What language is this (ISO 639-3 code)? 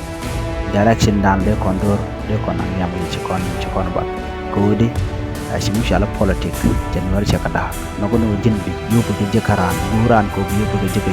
nus